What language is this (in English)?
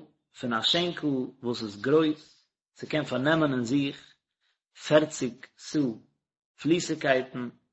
Yiddish